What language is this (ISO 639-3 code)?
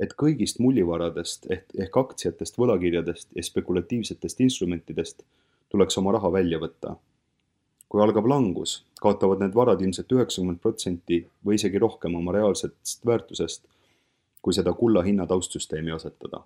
est